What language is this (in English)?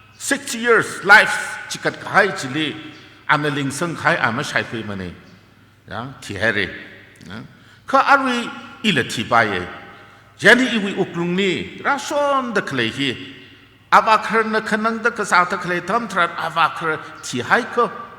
Tangkhul Naga (India)